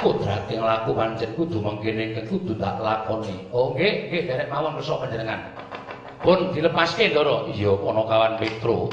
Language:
Javanese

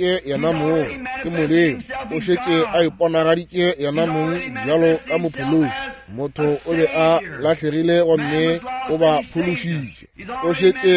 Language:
Northern Sotho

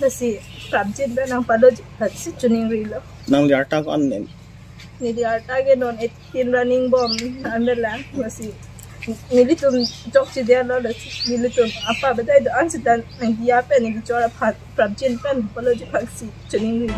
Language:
Karbi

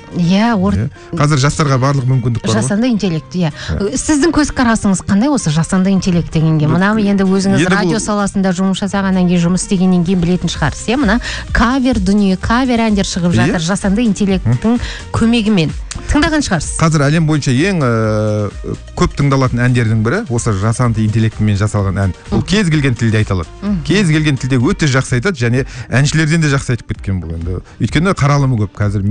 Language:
Kazakh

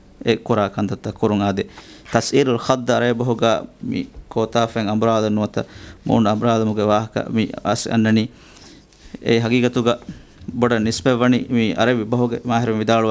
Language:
Divehi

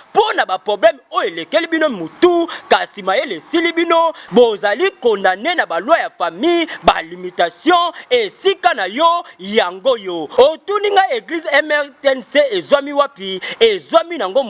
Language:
Lingala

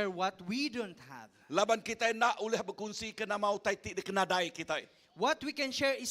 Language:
Iban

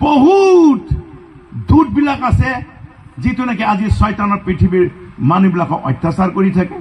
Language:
Assamese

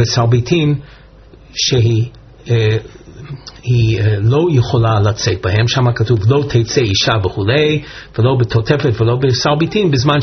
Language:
Hebrew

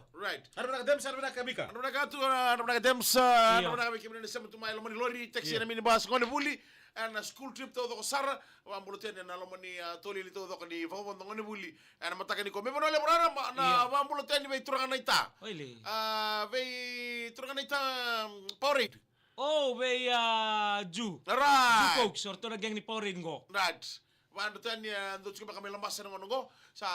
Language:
Fijian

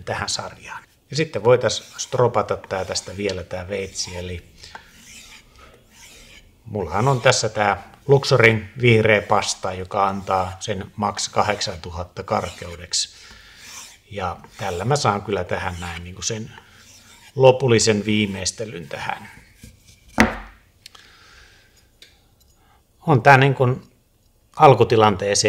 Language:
Finnish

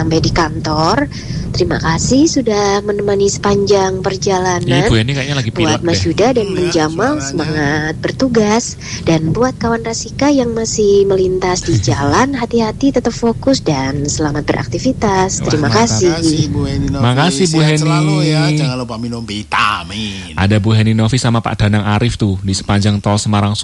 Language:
Indonesian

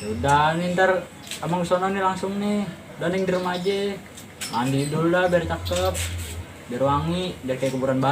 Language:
Betawi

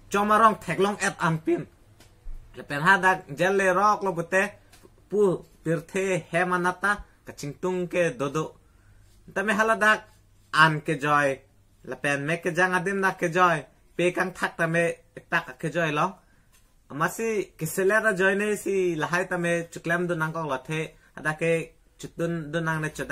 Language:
Karbi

